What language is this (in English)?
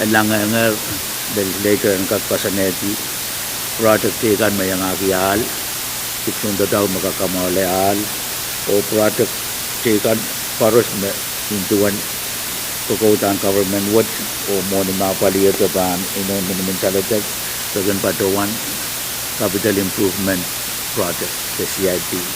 Pohnpeian